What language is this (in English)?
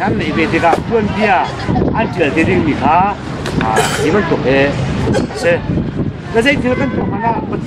Hakha Chin